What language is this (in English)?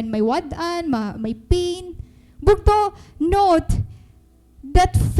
Waray